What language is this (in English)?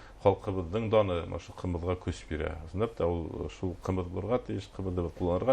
Bashkir